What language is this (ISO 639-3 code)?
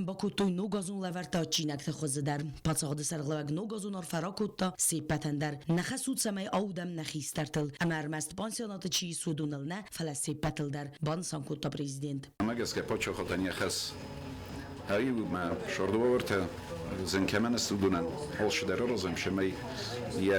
oss